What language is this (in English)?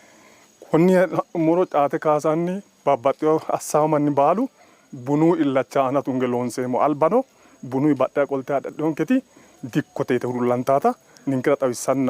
Sidamo